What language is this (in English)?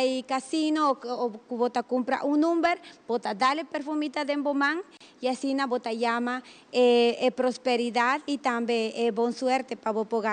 Papiamento